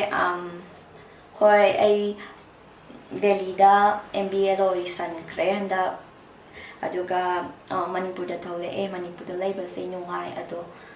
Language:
Manipuri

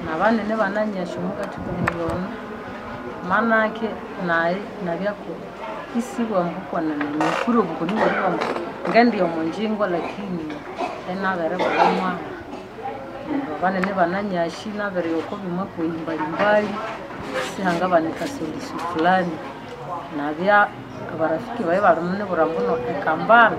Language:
Nande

